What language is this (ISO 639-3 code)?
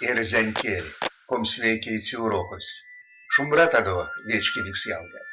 myv